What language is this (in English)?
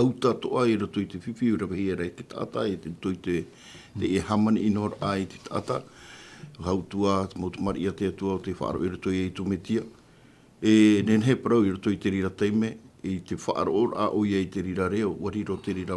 Tahitian